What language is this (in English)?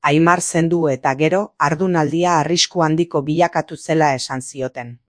Basque